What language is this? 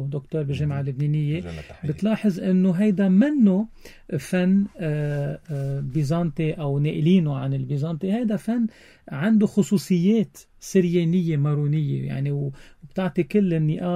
North Levantine Arabic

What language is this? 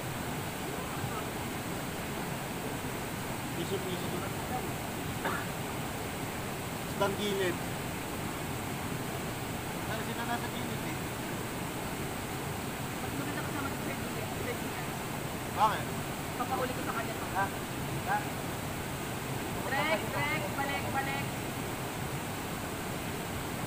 Filipino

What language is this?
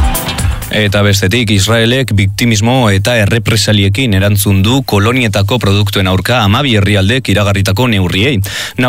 Basque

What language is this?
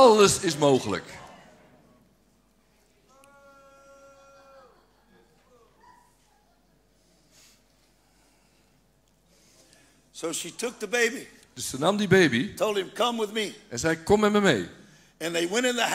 Dutch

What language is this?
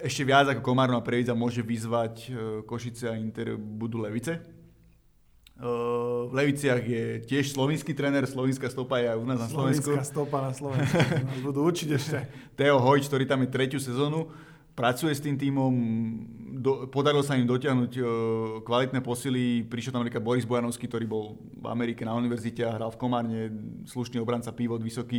Slovak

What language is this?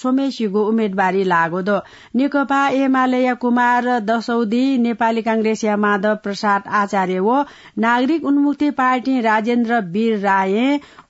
Newari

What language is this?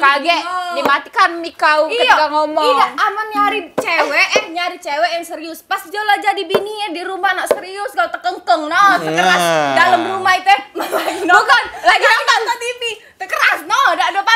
Musi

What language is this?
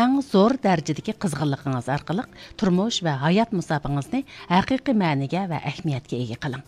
Uyghur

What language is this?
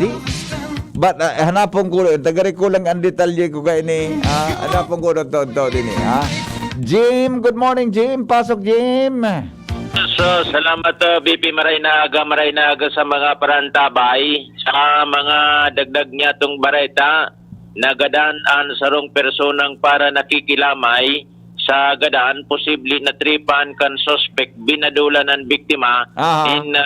Bikol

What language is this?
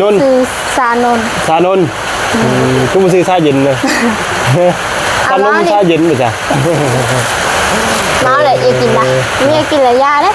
Lao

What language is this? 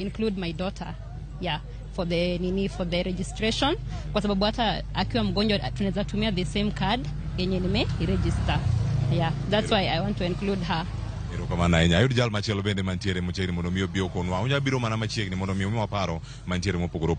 Luo (Kenya and Tanzania)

